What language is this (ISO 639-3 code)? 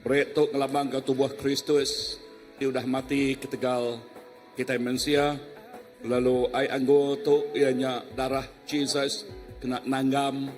iba